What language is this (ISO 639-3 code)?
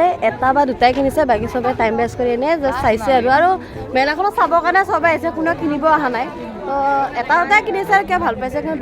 asm